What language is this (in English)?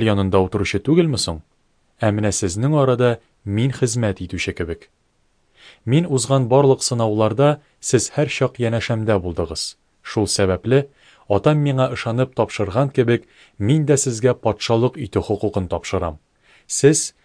Tatar